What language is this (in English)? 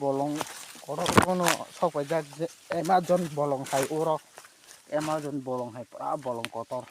Kok Borok